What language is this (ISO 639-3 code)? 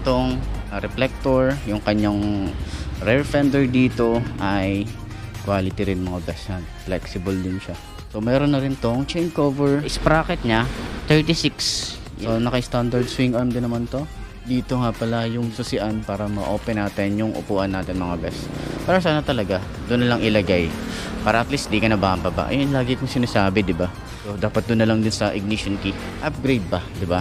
fil